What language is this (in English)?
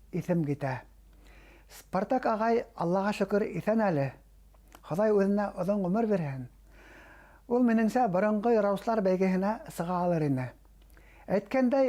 Bashkir